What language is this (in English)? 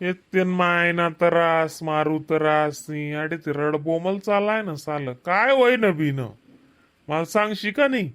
Khandesi